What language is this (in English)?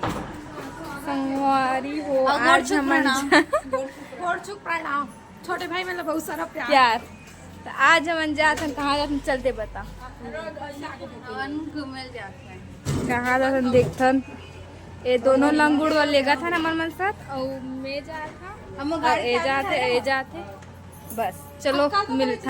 Chhattisgarhi